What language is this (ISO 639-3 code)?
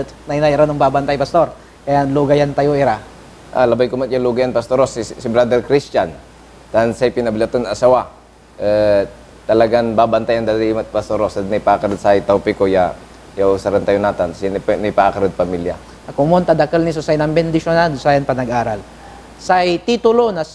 pag